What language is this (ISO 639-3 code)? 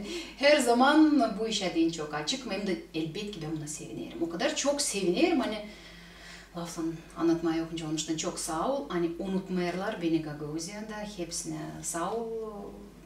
gag